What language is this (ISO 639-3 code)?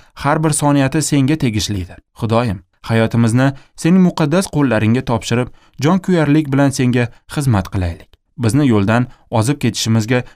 uzb